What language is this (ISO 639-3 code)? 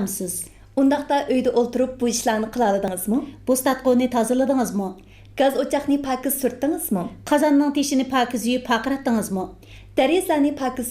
uig